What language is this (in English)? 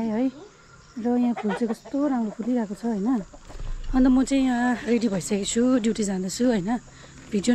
Nepali